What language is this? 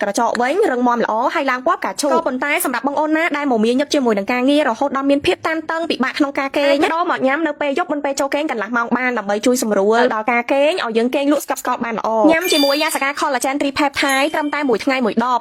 Khmer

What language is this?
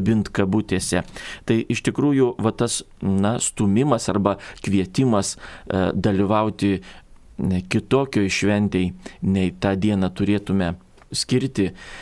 Lithuanian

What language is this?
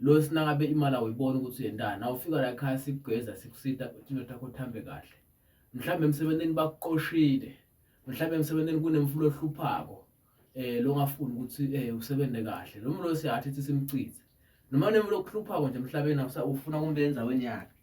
Zulu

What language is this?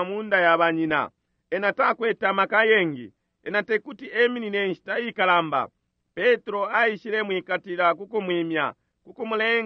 Bemba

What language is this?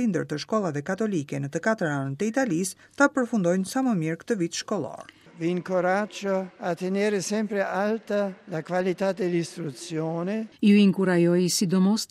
Albanian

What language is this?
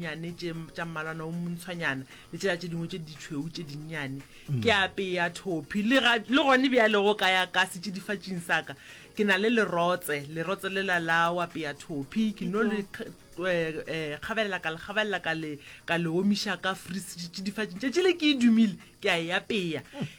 Northern Sotho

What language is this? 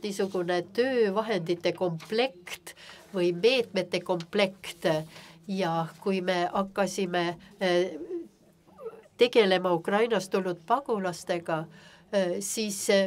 Estonian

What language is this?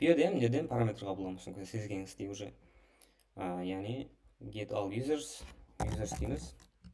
Kara-Kalpak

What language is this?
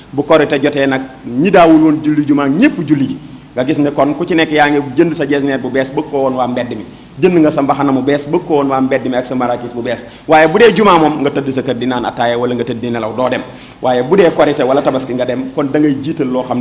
Wolof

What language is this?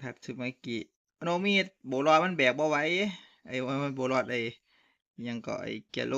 Northeastern Thai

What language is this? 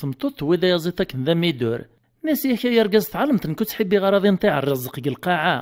Kabyle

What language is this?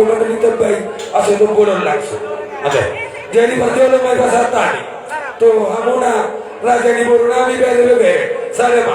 Batak Toba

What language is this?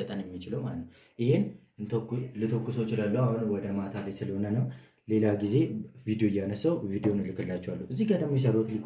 Amharic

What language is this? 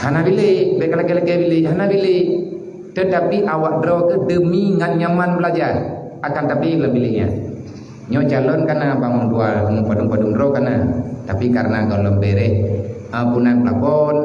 Achinese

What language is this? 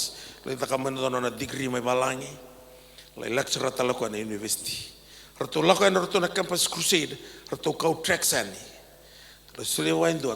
Fijian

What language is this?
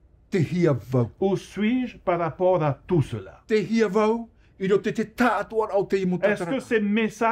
Tahitian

